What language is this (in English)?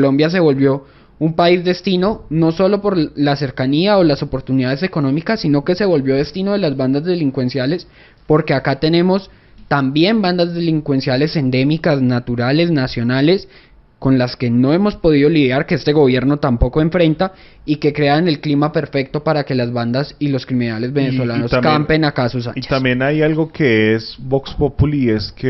Spanish